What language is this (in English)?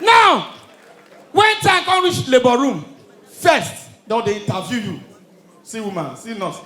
Nigerian Pidgin